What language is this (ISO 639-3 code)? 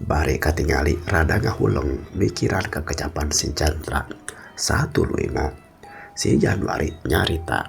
sun